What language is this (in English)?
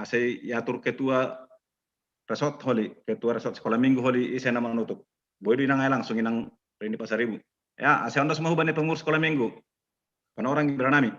Batak Simalungun